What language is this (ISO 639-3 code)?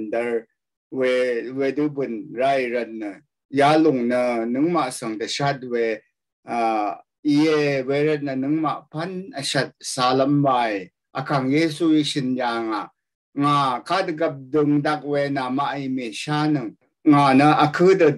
raw